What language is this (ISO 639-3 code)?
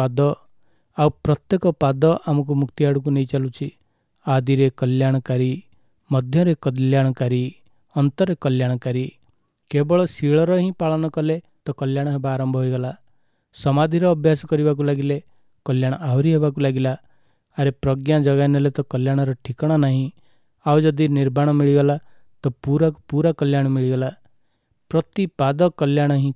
ori